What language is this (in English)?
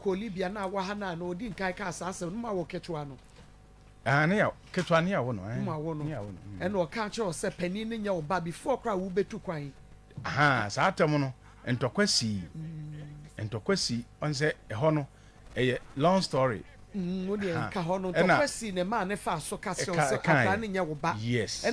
Akan